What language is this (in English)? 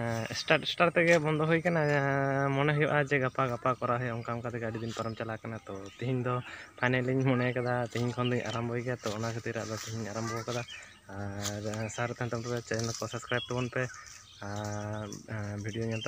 Santali